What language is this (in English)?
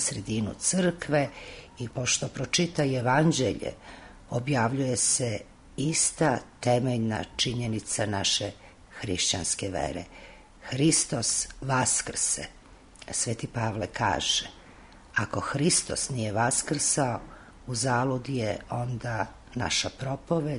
Serbian